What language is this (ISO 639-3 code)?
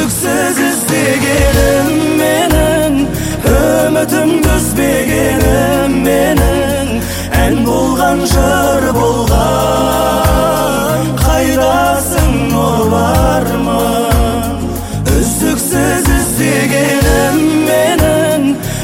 kaz